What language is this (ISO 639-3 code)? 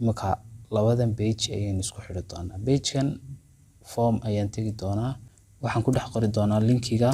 som